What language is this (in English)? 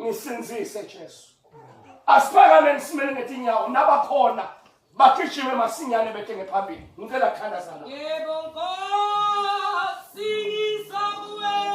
Zulu